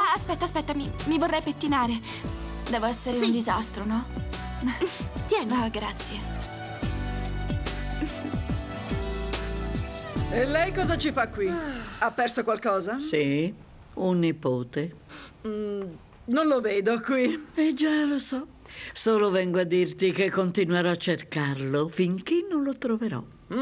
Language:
Italian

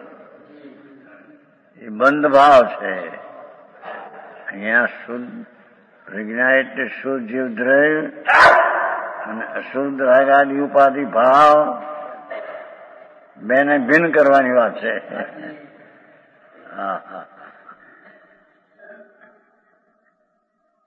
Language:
Gujarati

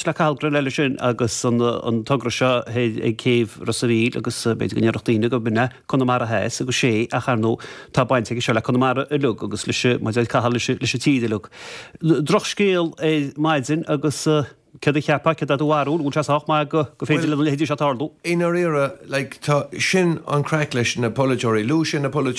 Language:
Irish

